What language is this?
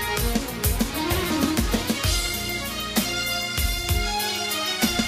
Turkish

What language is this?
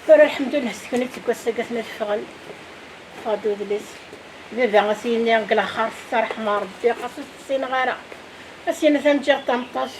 Kabyle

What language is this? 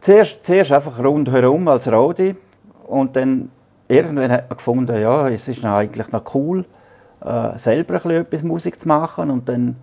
Swiss German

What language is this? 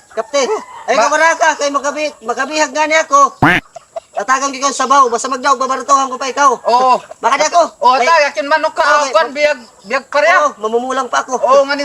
Waray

